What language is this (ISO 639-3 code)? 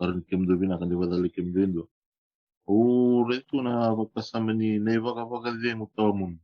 fij